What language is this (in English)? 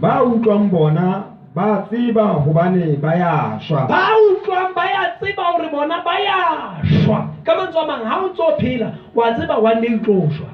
Southern Sotho